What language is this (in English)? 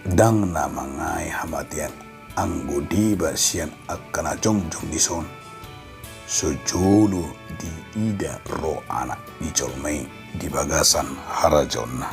Batak Toba